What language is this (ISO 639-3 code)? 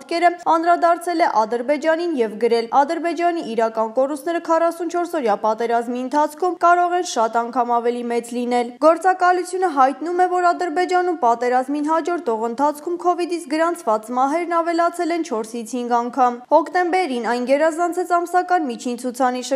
hye